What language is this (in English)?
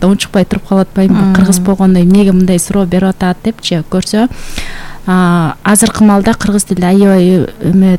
Kyrgyz